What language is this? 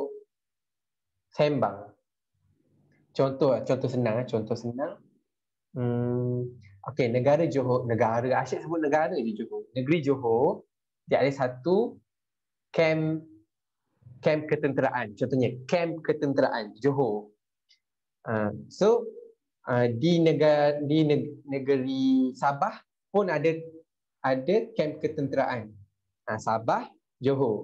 Malay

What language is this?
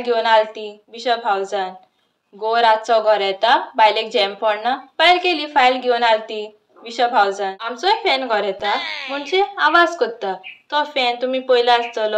Konkani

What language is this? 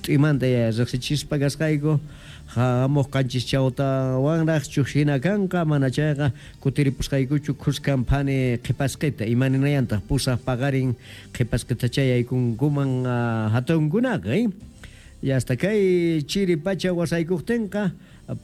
South Bolivian Quechua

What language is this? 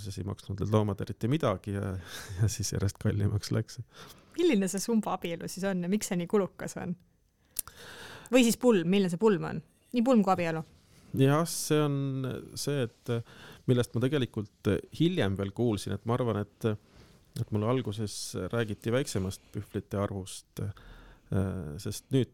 Estonian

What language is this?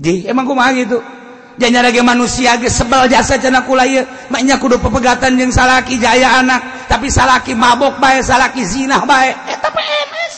Sundanese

